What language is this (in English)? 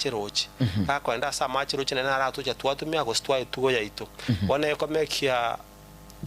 Gusii